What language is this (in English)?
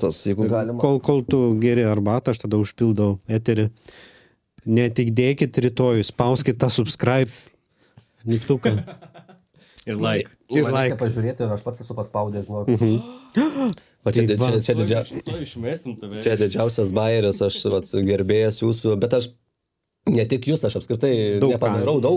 Lithuanian